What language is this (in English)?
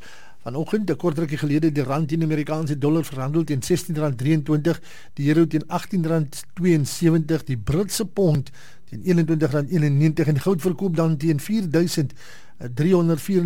Afrikaans